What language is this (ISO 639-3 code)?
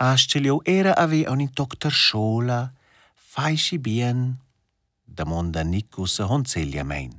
roh